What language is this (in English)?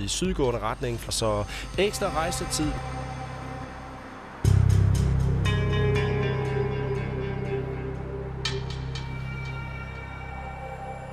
Danish